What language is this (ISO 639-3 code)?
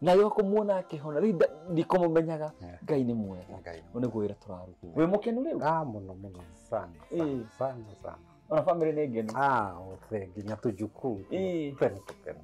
kik